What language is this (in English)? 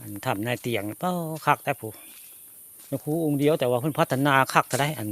Northeastern Thai